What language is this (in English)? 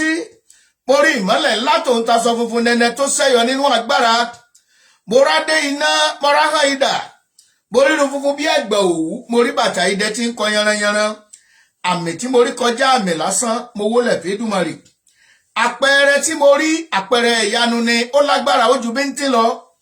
Yoruba